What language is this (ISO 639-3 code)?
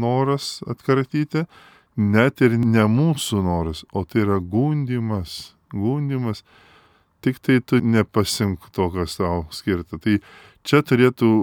lit